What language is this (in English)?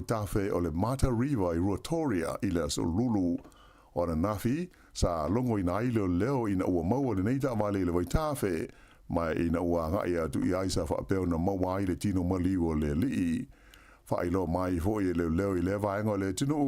Samoan